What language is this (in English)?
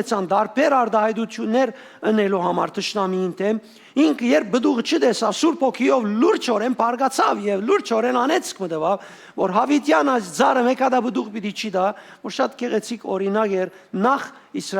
Western Armenian